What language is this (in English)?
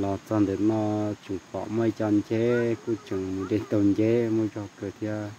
Hmong